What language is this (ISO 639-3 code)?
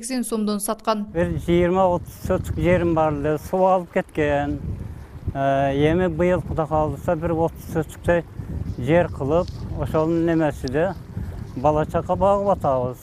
kir